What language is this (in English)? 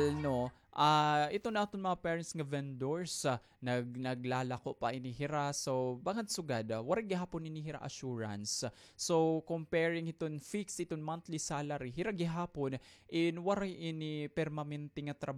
Waray